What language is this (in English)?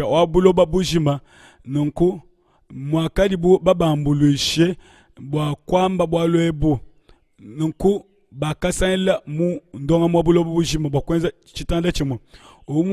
Luba-Lulua